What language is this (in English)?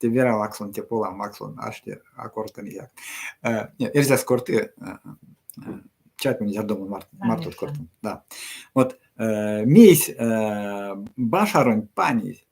Erzya